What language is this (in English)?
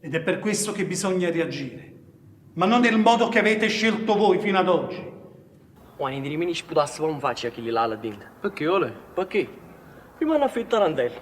Neapolitan